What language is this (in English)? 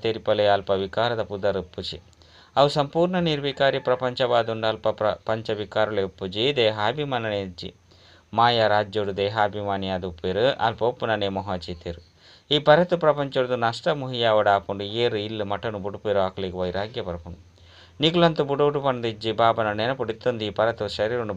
Tulu